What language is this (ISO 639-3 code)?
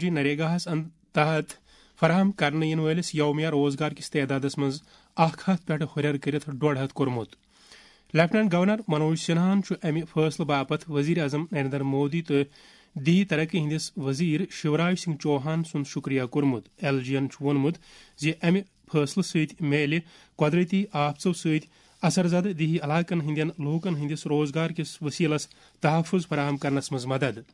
kas